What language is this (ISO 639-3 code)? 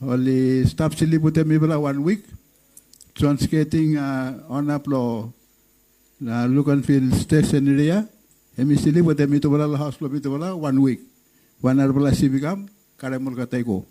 bis